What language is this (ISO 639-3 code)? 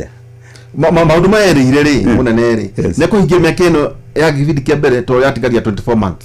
kik